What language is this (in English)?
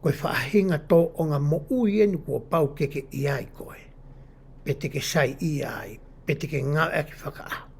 Tongan